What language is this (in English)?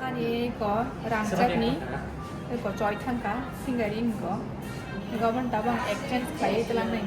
Kok Borok